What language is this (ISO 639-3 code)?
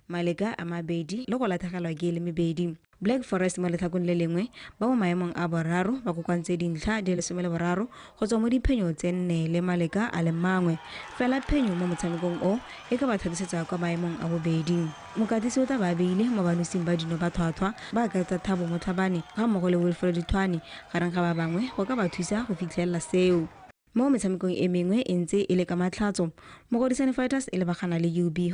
tsn